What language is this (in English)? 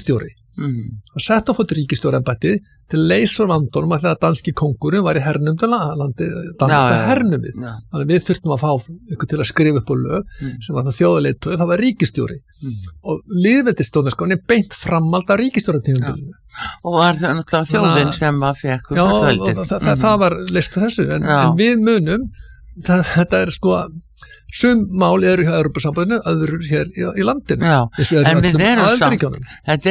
Icelandic